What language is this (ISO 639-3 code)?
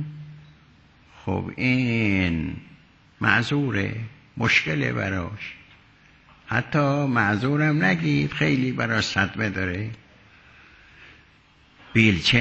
fas